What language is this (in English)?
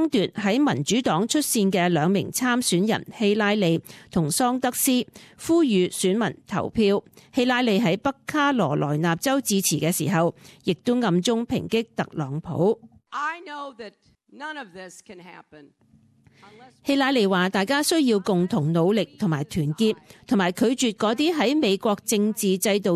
Cantonese